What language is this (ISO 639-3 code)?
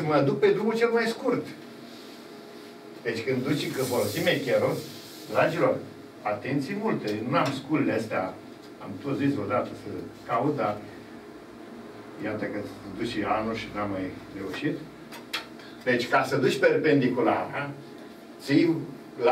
ron